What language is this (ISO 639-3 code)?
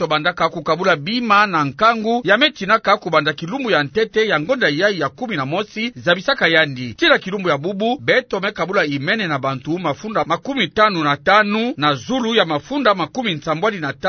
ktu